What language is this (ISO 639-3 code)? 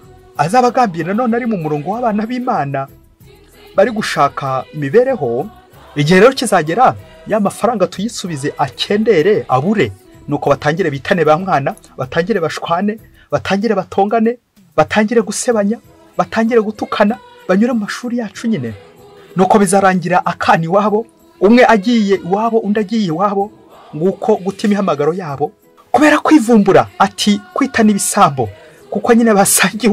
kin